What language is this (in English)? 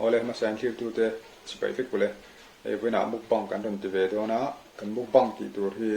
Mizo